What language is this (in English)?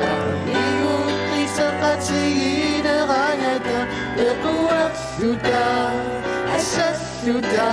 Kalaallisut